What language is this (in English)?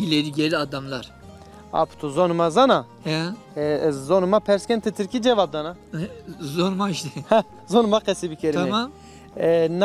Zaza